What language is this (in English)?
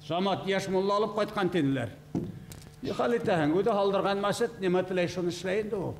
Bashkir